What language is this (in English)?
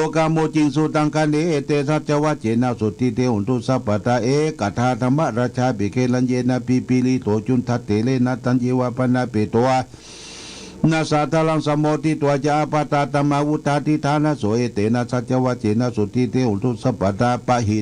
Pali